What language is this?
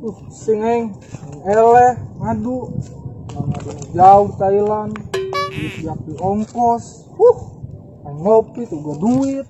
Sundanese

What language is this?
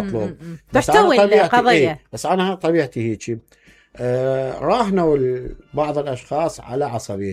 Mesopotamian Arabic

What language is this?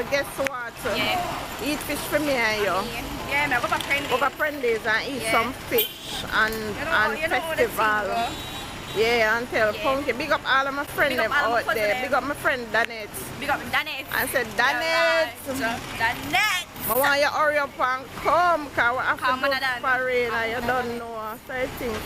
Jamaican Creole English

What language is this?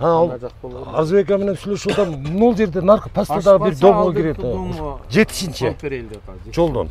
Kyrgyz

